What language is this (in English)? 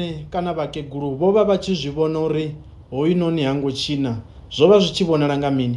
Venda